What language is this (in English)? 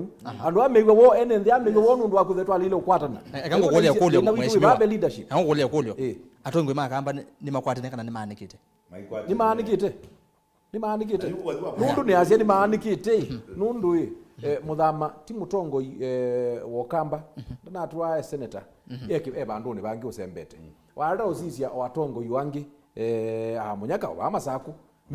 Kamba